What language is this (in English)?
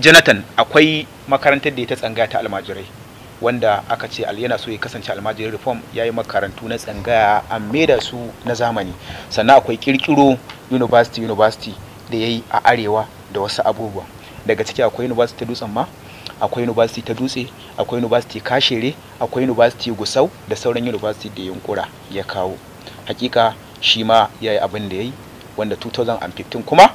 Hausa